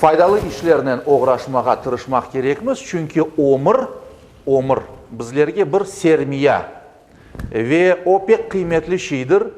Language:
Crimean Tatar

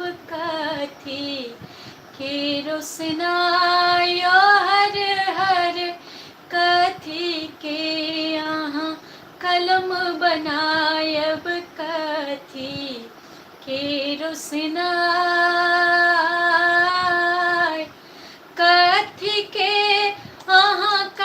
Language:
Maithili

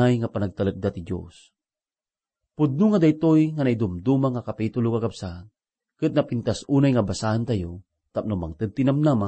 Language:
Iloko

